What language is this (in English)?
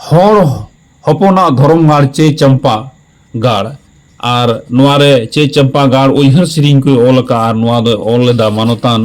Santali